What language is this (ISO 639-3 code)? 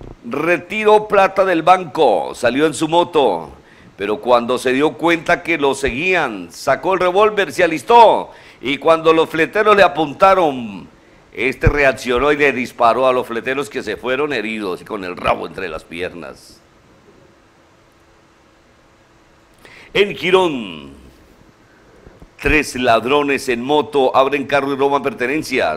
spa